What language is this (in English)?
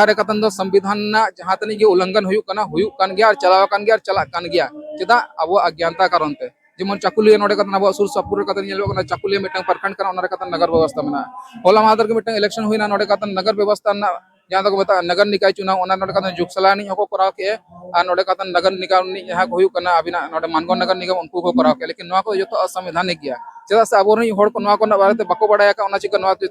Santali